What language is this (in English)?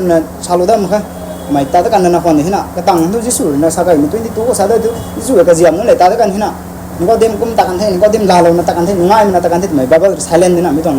Rongmei Naga